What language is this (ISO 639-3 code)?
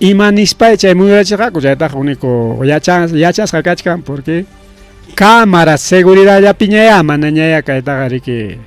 quy